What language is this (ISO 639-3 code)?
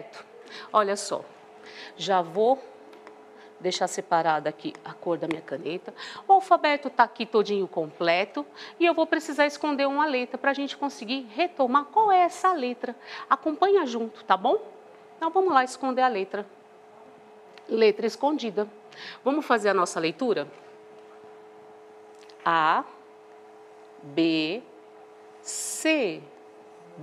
por